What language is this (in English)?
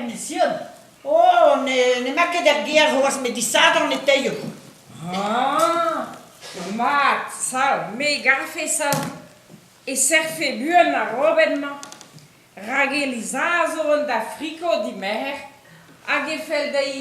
Breton